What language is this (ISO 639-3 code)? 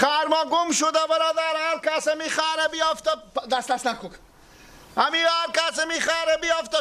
fas